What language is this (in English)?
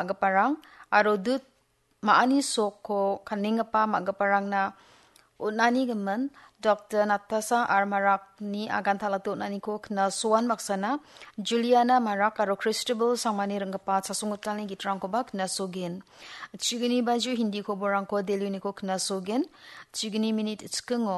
Garo